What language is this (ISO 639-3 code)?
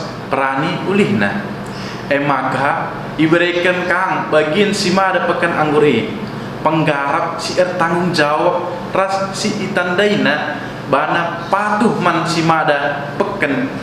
btx